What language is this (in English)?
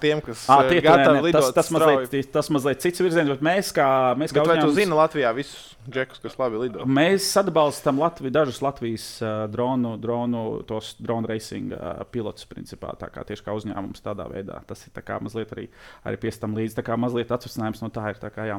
Latvian